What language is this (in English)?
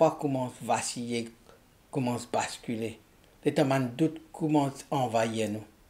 Morisyen